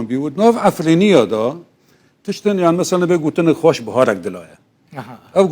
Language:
Kurdish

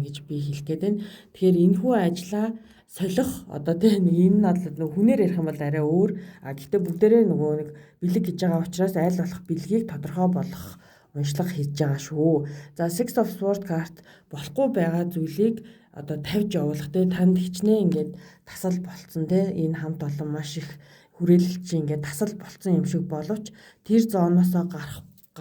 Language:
Mongolian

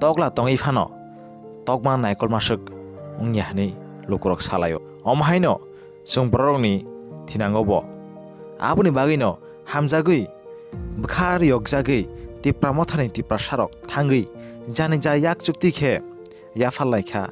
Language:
Kok Borok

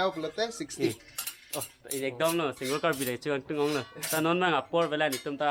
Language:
Karbi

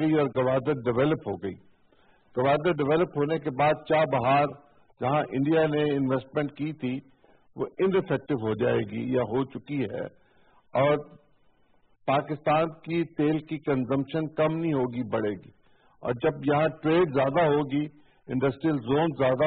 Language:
Urdu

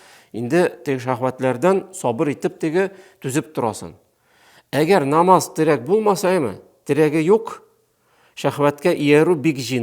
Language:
Tatar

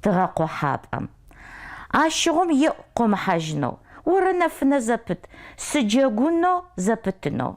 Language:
Adyghe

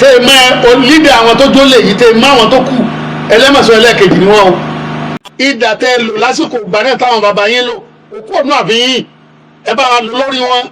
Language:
Yoruba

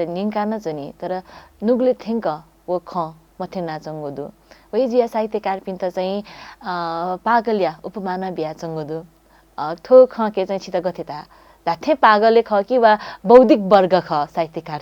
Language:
Newari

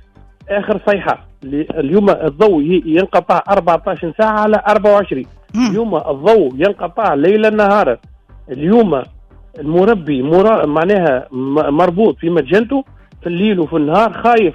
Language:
Tunisian Arabic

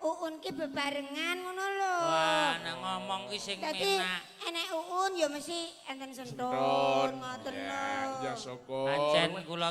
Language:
Javanese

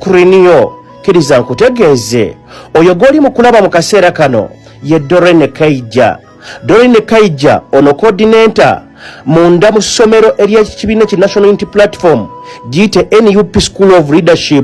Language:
Ganda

